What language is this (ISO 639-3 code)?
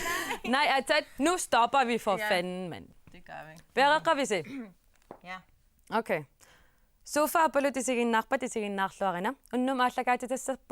kal